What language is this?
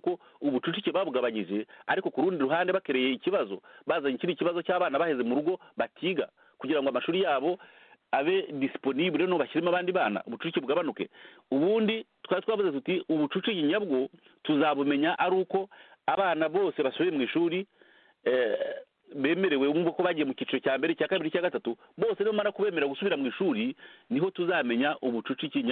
Kinyarwanda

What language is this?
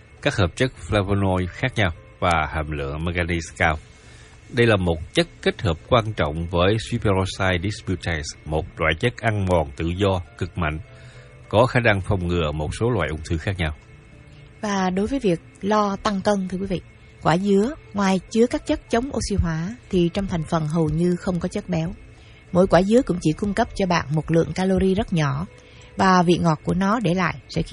Vietnamese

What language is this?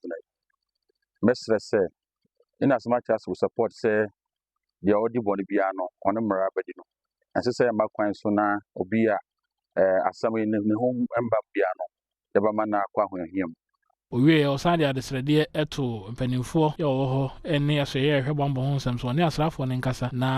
Akan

